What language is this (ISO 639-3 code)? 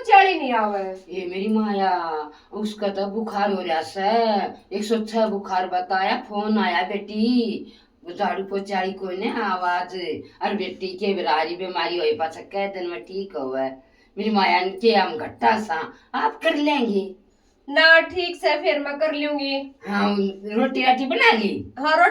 bgc